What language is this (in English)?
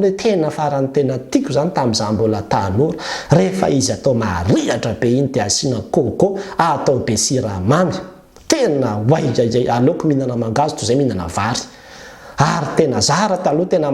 Malagasy